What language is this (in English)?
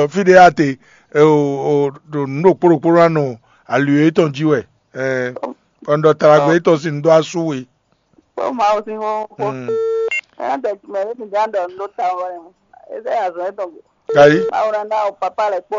Fon